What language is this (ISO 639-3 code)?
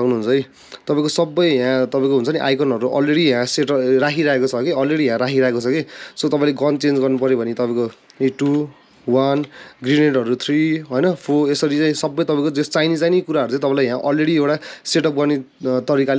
nep